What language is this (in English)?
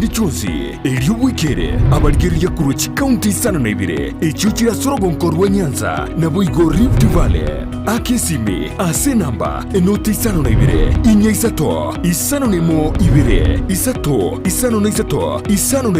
Gusii